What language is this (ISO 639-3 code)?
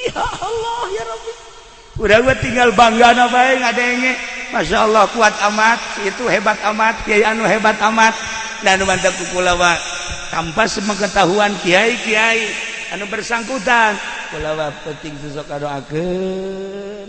sun